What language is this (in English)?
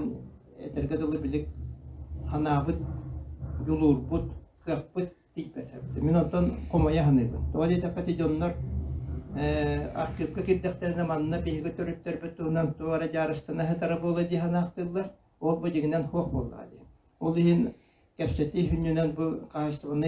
Yakut